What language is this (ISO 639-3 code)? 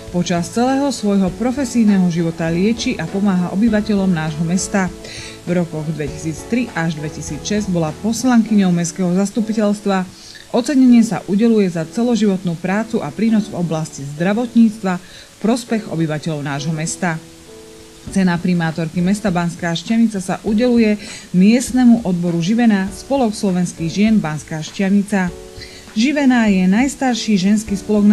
slk